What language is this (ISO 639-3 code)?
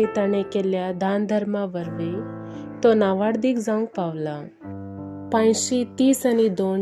kok